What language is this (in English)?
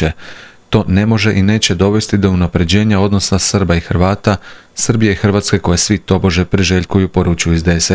Croatian